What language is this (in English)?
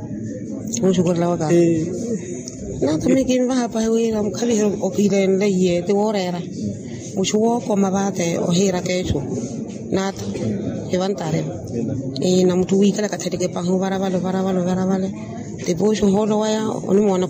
Makhuwa